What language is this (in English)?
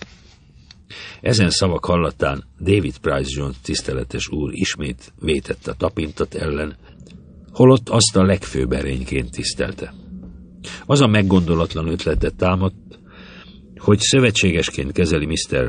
Hungarian